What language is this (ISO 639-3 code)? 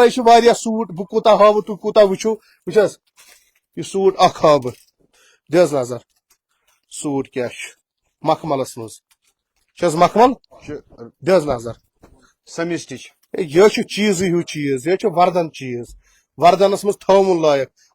kas